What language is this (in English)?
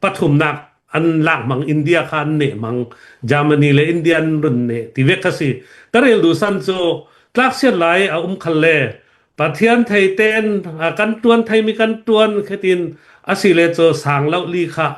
Hakha Chin